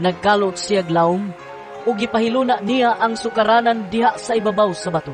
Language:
Cebuano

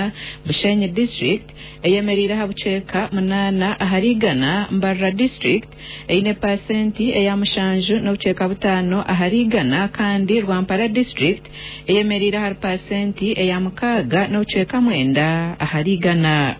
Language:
Nyankole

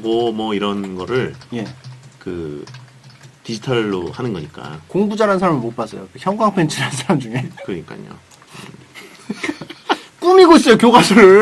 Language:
Korean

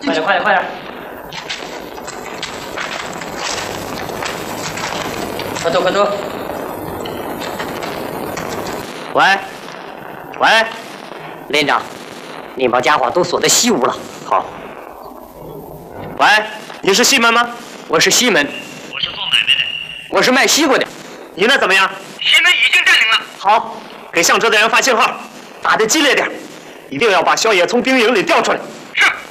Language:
Chinese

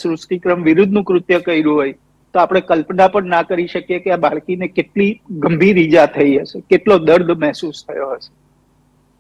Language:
Gujarati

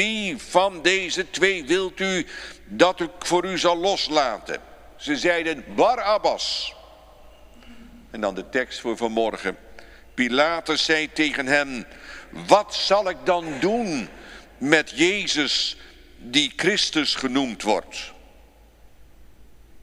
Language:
Dutch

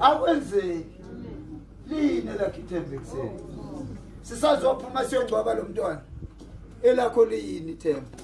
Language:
Zulu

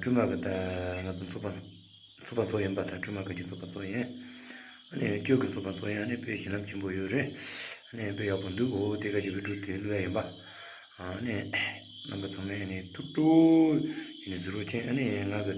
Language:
Tibetan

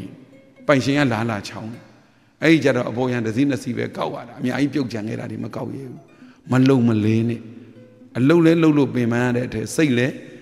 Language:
Burmese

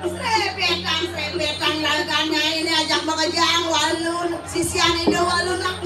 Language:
Balinese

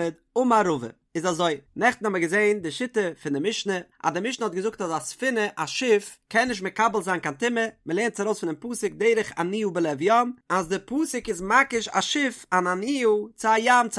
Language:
Yiddish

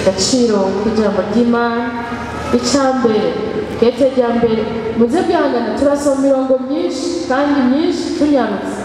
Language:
Rundi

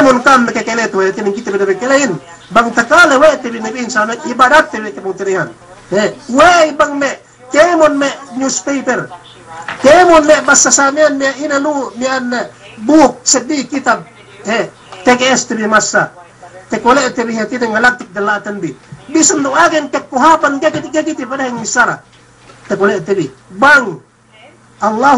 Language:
Yakan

